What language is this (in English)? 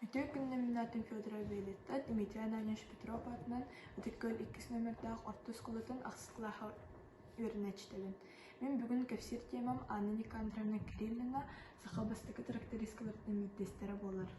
Yakut